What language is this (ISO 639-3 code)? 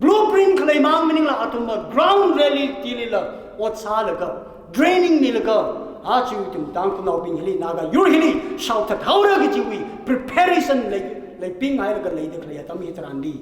nmf